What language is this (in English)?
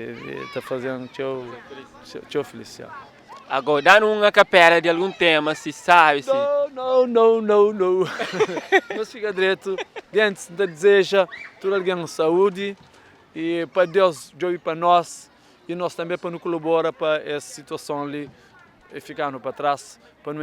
Kabuverdianu